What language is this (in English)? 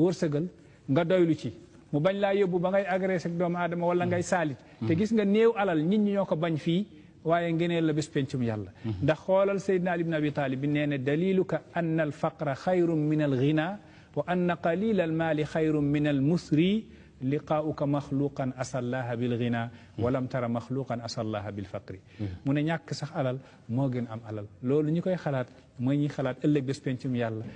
Wolof